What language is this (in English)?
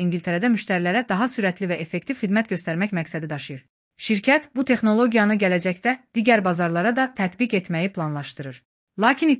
Azerbaijani